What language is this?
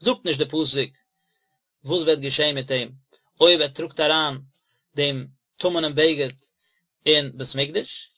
Yiddish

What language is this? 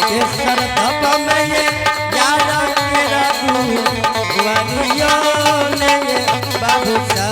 Angika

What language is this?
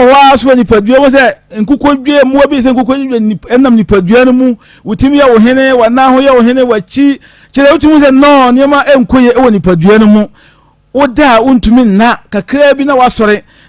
Akan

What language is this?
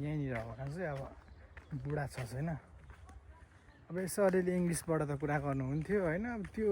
Nepali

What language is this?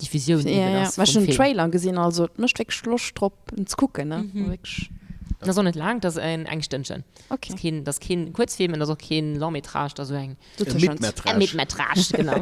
Luxembourgish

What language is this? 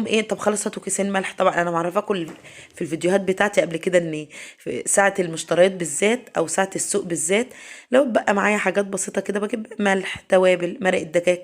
Egyptian Arabic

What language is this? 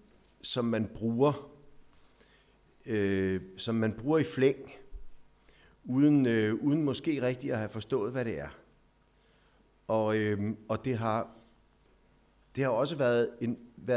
Danish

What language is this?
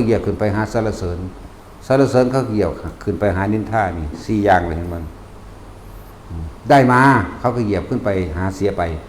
Northeastern Thai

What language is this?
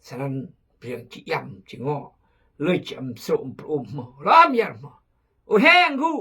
Khmu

